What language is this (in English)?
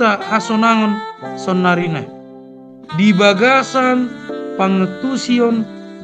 Batak Toba